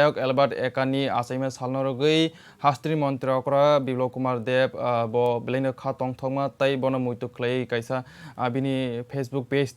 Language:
Kok Borok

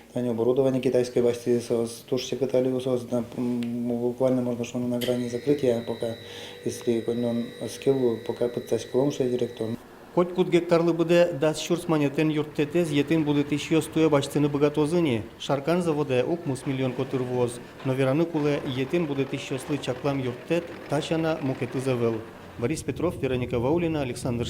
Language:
Udmurt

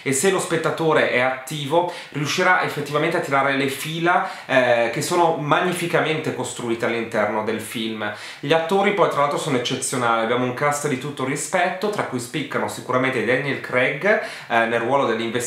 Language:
Italian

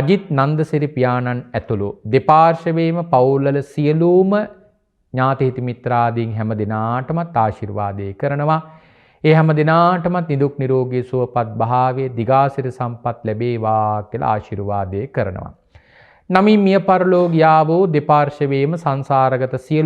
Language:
Sinhala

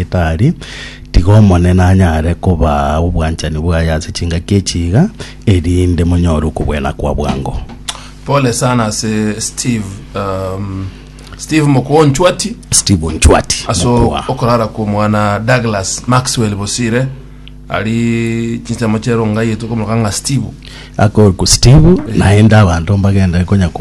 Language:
Gusii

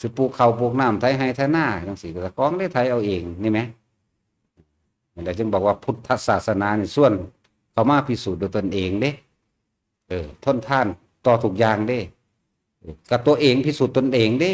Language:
Lao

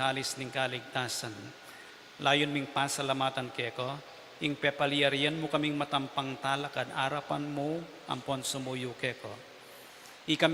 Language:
Pampanga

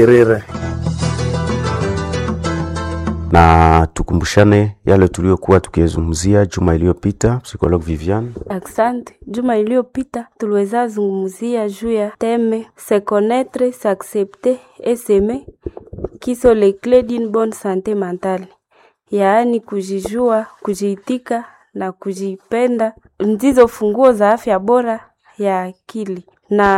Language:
Swahili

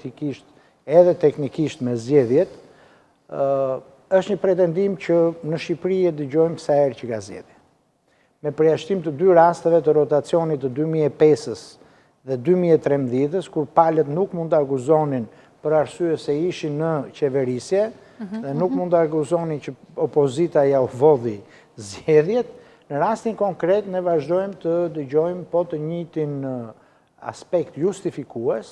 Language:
Albanian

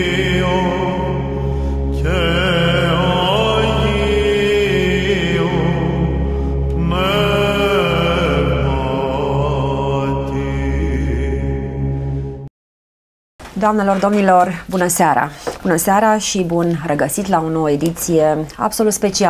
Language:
Romanian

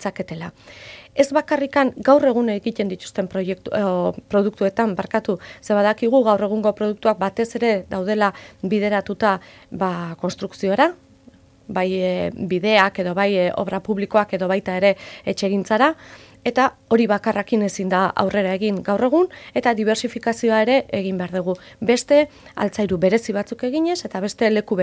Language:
Basque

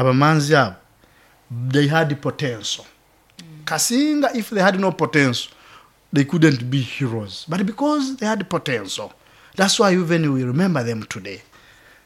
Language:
Nyoro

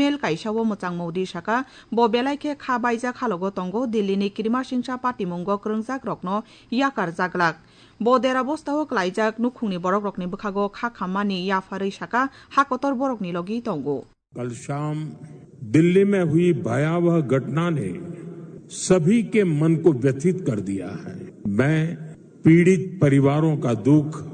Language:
Kok Borok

